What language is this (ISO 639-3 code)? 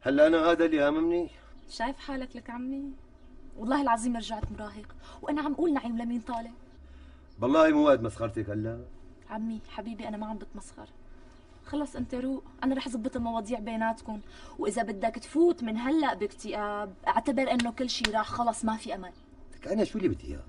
apc